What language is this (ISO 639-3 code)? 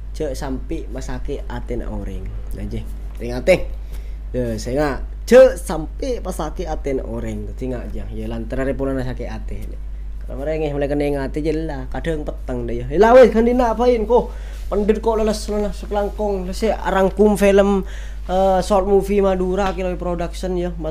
mad